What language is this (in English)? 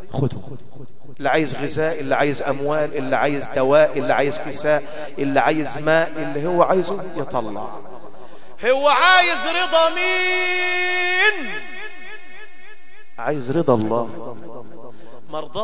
Egyptian Arabic